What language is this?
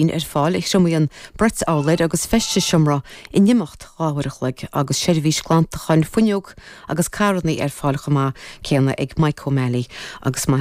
Irish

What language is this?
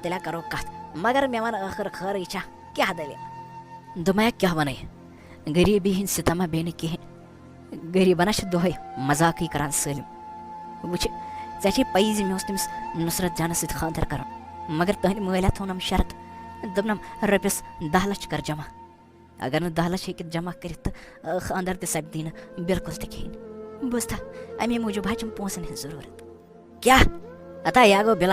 Kashmiri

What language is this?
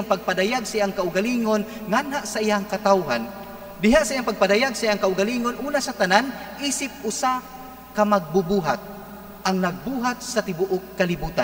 Cebuano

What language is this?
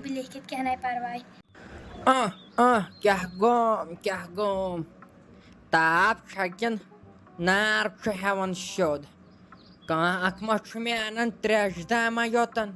Kashmiri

